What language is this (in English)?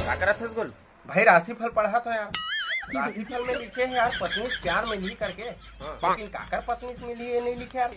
Chhattisgarhi